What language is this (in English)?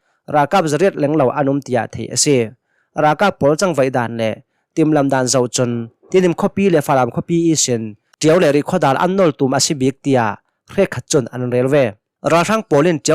Hakha Chin